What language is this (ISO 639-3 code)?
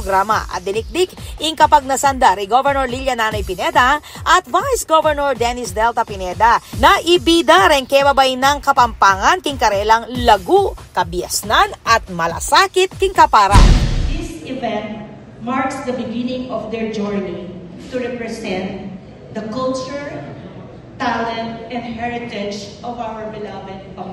pam